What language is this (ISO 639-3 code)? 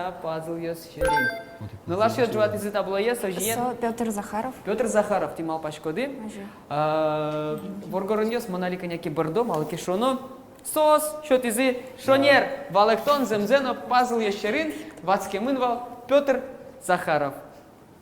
udm